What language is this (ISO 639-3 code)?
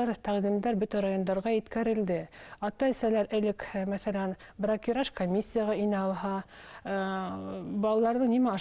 bak